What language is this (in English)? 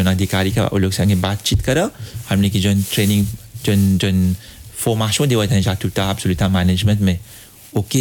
Bhojpuri